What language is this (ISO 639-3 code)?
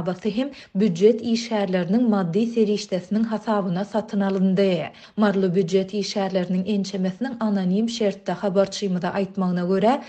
tuk